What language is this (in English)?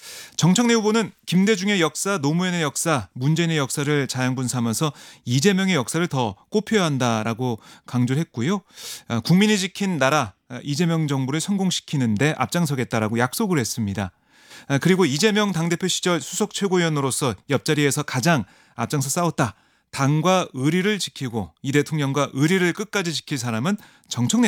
Korean